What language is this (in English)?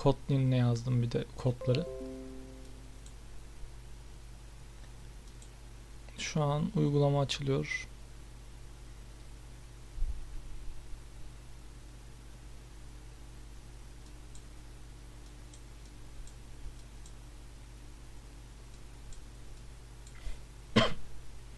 Turkish